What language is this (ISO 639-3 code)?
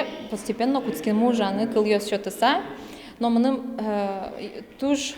udm